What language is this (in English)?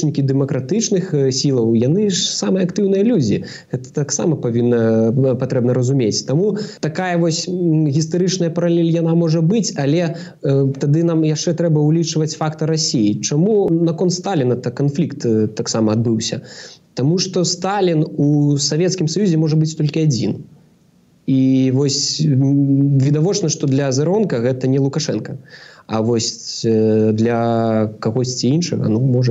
Belarusian